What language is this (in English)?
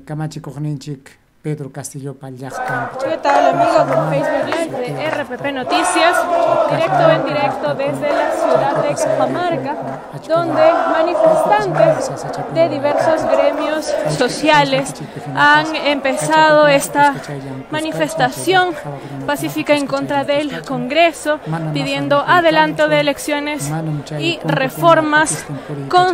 Ayacucho Quechua